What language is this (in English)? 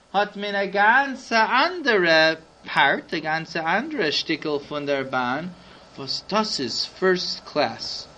Yiddish